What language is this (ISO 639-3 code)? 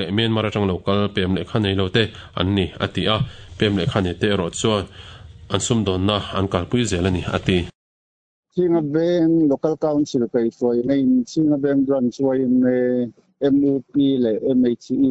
lus